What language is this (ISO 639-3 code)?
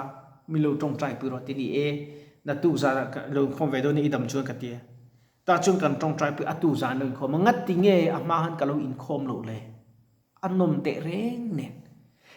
lus